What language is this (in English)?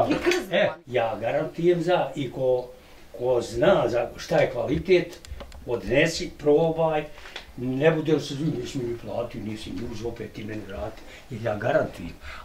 Bosnian